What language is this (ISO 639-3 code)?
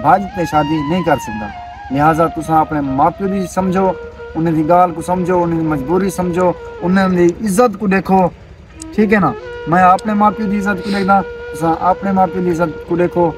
skr